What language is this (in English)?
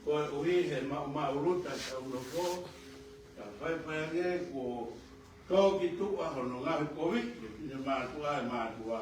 Tongan